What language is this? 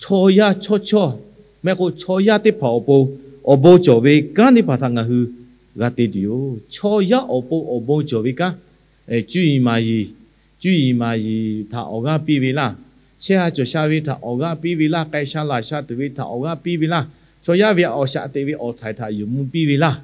Lahu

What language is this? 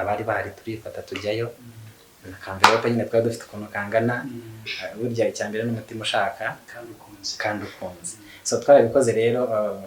Kinyarwanda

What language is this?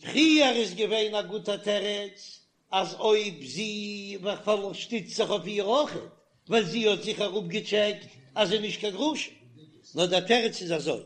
Yiddish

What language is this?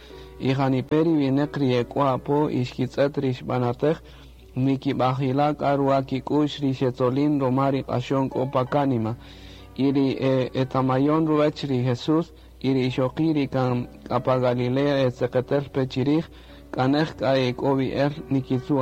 Kaqchikel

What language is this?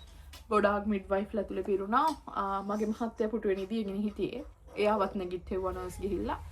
Sinhala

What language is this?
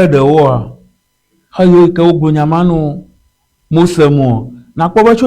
Ewe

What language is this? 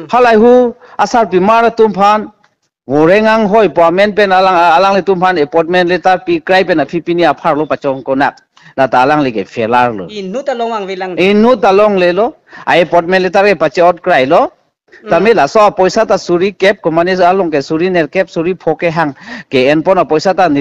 Karbi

